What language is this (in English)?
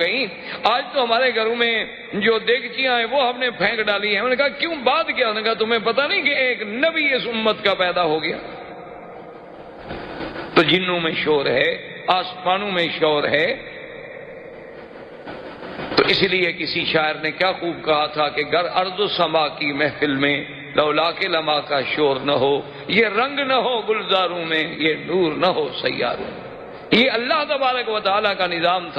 Urdu